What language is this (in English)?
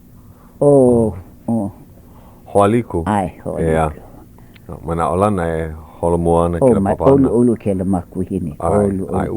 Hawaiian